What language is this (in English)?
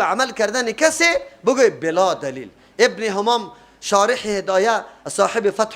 Persian